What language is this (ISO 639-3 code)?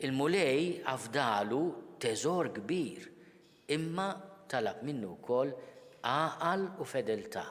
mlt